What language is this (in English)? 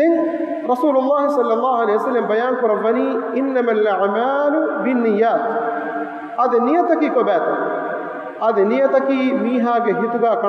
Divehi